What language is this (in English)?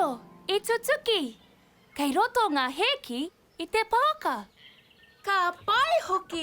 Māori